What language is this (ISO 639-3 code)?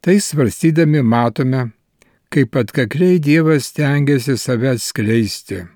lit